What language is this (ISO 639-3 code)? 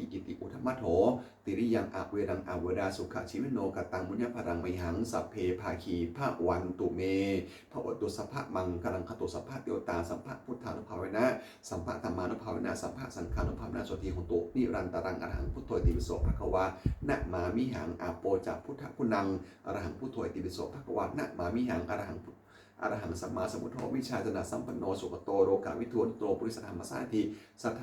pli